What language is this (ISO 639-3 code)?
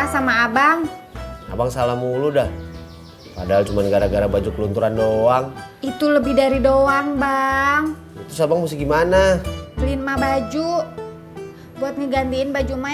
bew